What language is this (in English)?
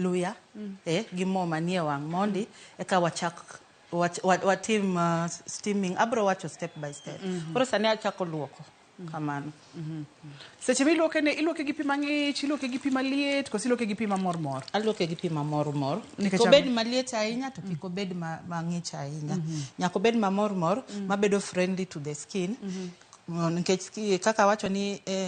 Luo (Kenya and Tanzania)